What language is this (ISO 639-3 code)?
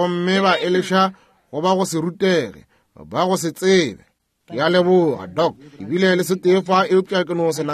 nso